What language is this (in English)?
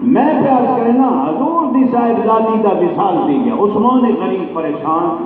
Saraiki